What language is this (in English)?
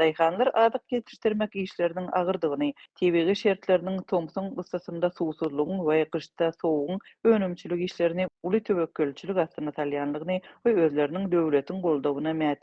Turkmen